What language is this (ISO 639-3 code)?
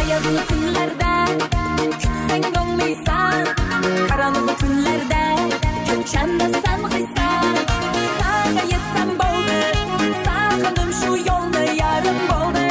kaa